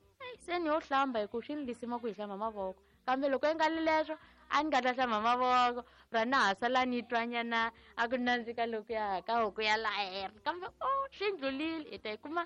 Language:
Tsonga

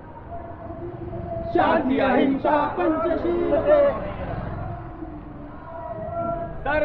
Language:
Marathi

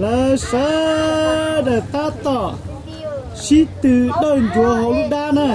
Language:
Hmong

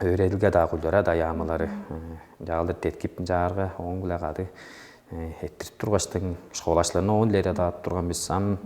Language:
Tuvinian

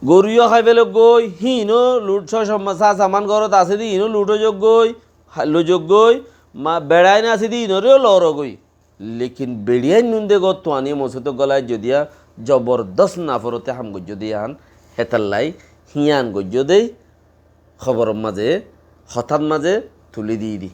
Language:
Rohingya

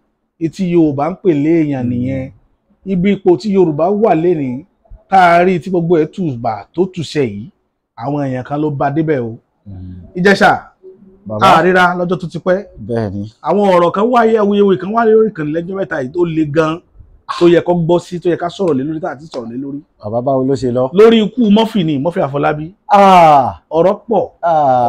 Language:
Yoruba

